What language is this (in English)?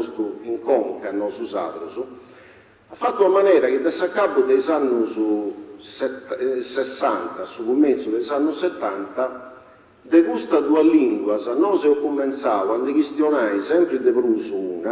Sardinian